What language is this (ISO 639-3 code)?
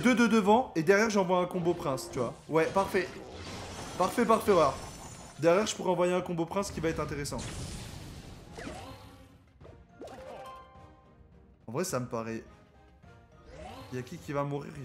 fra